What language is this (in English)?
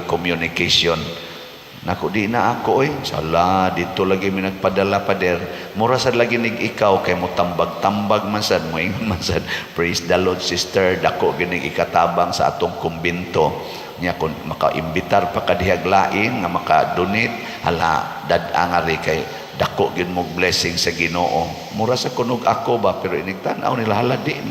Cebuano